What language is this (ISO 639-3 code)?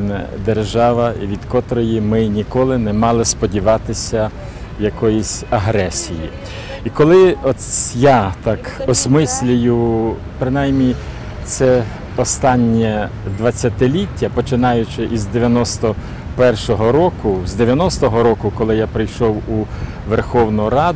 ukr